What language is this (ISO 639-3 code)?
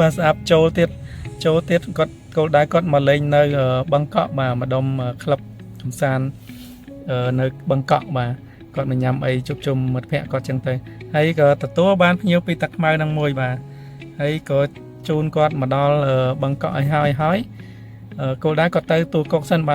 khm